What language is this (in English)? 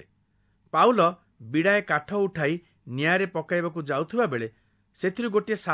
Odia